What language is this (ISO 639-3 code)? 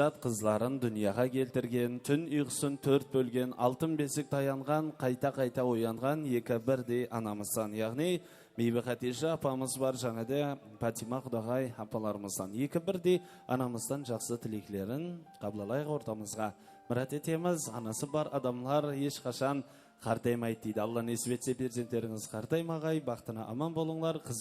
kaa